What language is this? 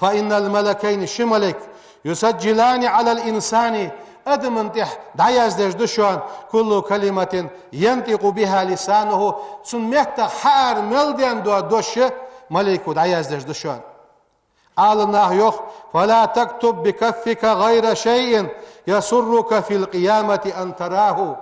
Ingush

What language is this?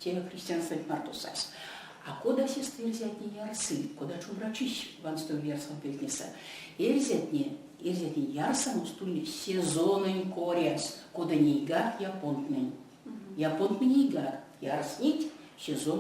Erzya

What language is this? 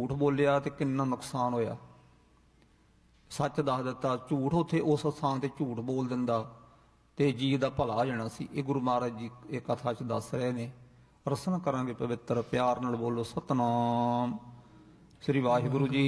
Punjabi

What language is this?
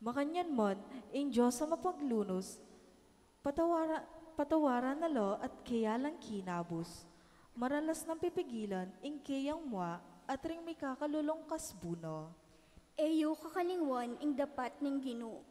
Pampanga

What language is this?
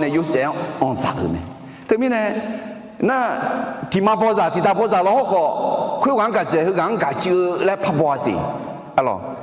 Akha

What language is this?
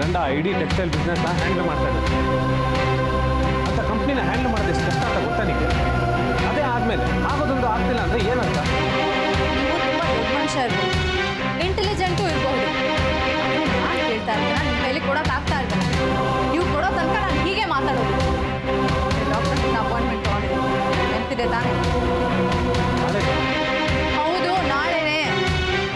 Kannada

